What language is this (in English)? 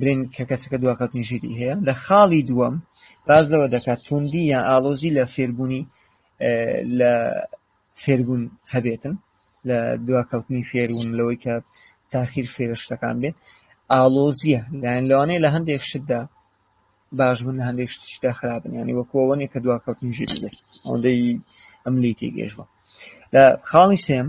Central Kurdish